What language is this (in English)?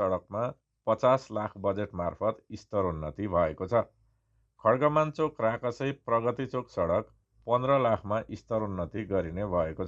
Nepali